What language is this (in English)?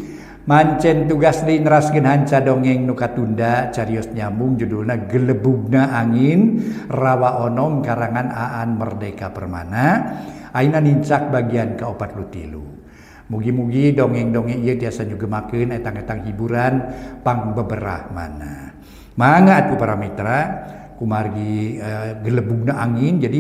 Sundanese